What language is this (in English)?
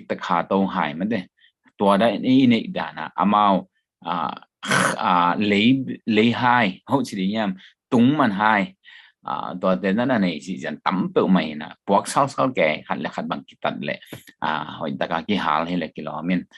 Tedim Chin